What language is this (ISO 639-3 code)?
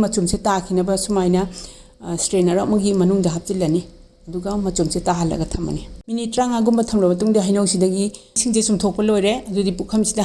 mni